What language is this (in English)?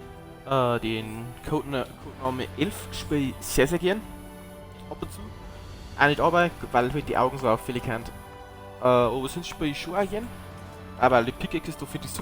Bavarian